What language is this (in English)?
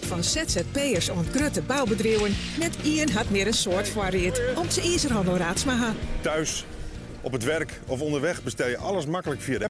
Western Frisian